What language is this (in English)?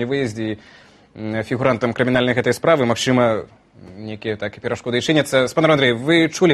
Belarusian